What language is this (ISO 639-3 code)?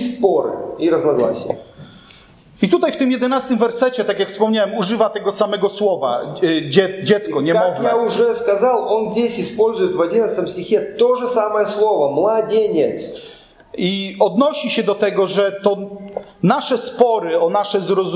pol